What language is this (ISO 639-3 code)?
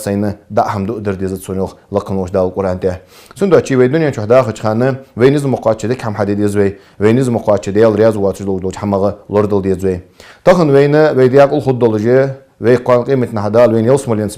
inh